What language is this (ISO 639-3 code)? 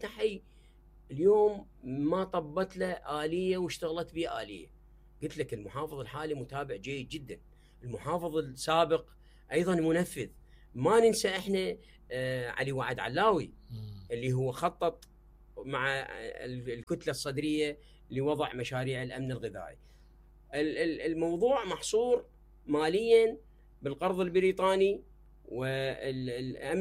acm